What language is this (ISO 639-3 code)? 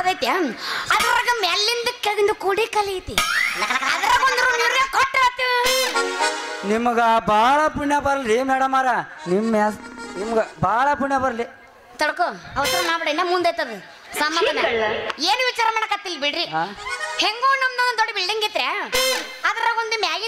kan